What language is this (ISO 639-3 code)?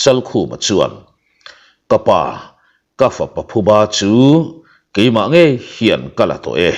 lus